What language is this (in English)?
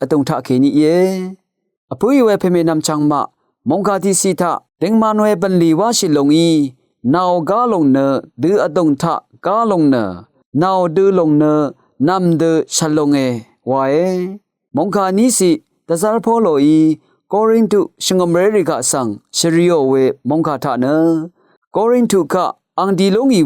Rawang